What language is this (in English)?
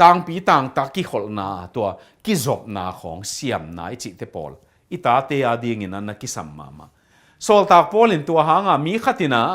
Tedim Chin